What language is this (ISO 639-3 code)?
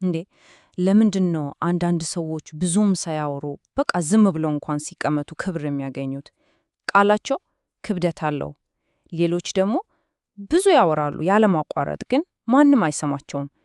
amh